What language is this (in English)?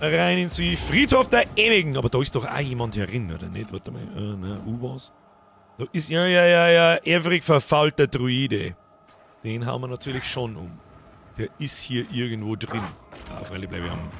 Bavarian